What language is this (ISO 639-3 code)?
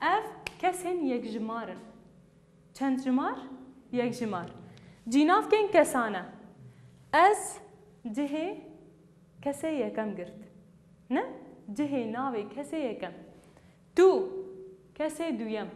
kur